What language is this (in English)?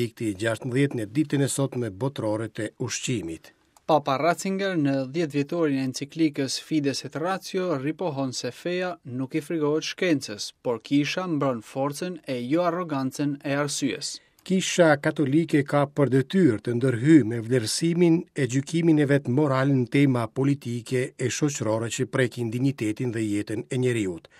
Albanian